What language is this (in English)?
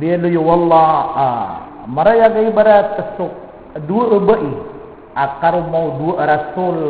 Maranao